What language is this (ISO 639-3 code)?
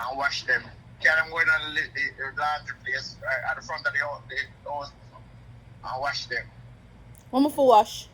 jam